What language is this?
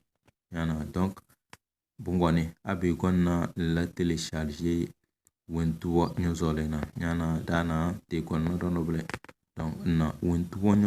Tem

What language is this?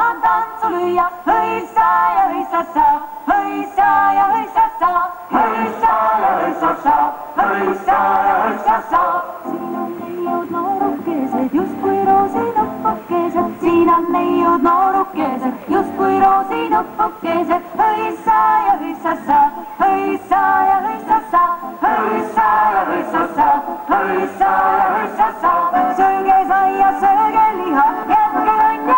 Estonian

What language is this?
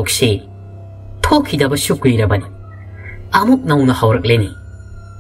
Manipuri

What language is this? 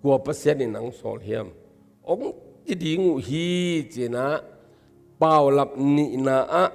Tedim Chin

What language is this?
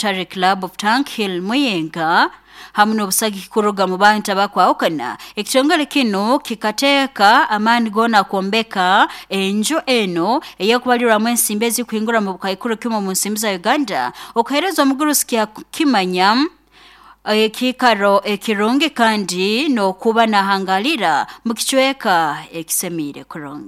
Nyoro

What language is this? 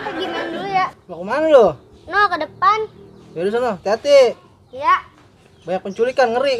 Betawi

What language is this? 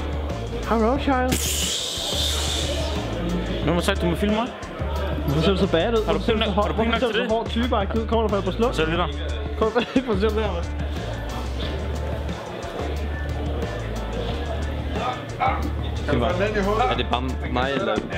Danish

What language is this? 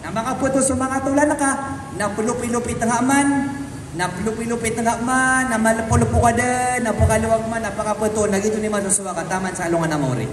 Maranao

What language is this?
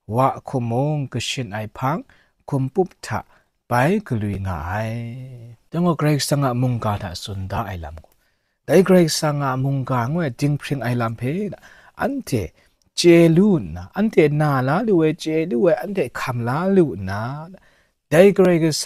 Kachin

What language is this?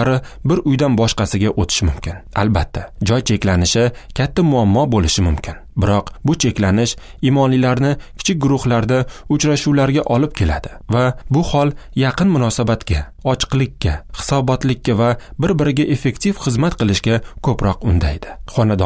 Uzbek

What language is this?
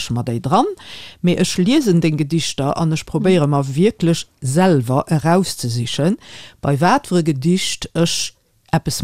Luxembourgish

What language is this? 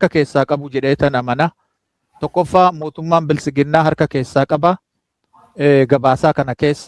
Oromo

